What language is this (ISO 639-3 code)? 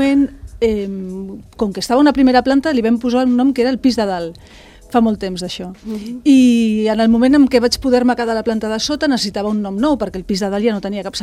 cat